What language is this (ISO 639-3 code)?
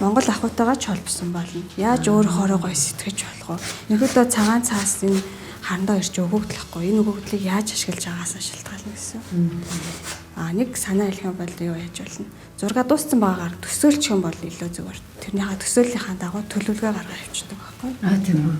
mon